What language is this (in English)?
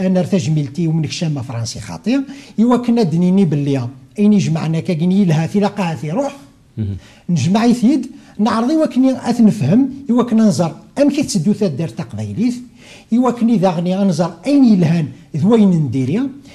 Kabyle